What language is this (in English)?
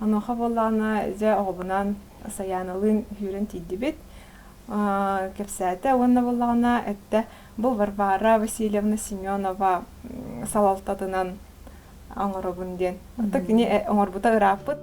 Yakut